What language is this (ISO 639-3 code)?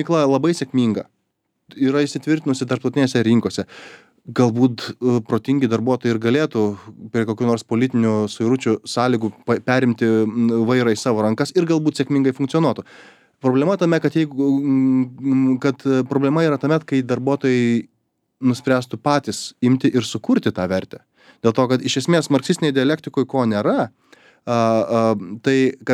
lit